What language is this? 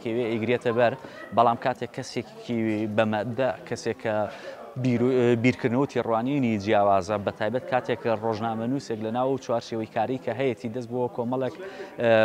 Central Kurdish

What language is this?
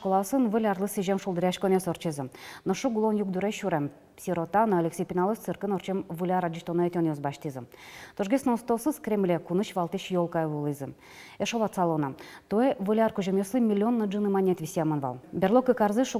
Udmurt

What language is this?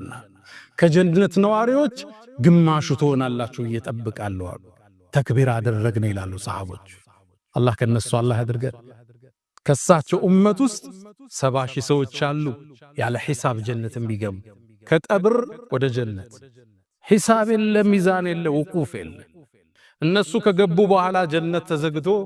Amharic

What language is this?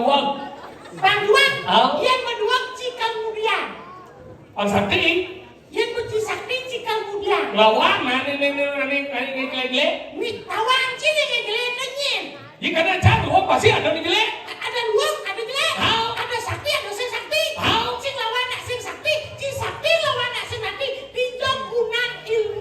Balinese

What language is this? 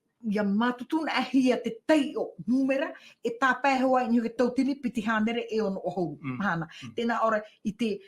Tahitian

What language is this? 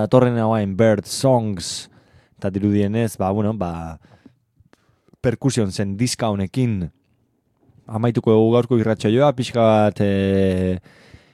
Basque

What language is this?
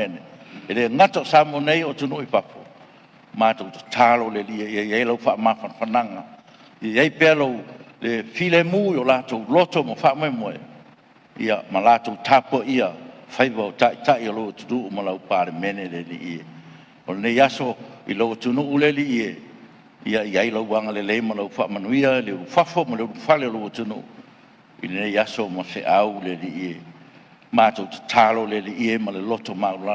Samoan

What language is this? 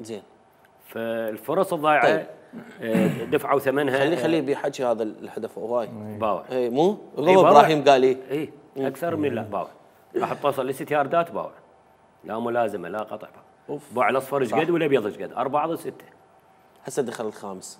Mesopotamian Arabic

